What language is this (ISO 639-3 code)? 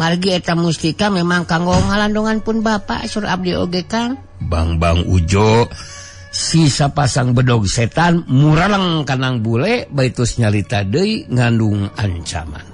sun